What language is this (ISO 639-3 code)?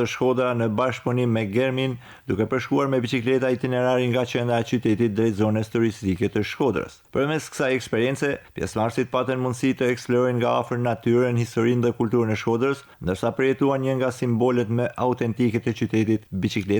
sqi